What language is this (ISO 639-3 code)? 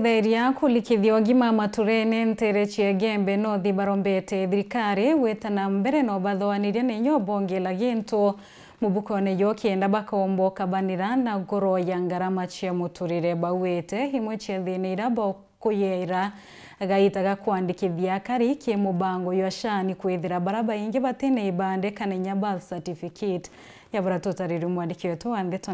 mer